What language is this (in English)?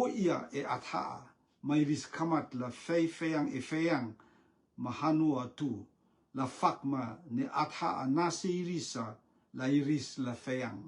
Rotuman